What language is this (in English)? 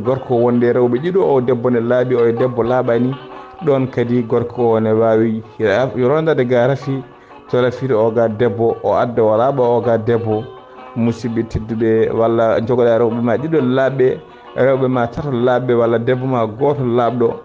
Fula